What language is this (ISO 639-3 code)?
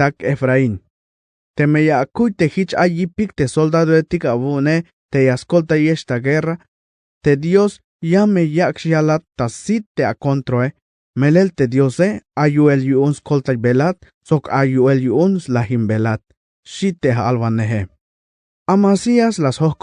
tzh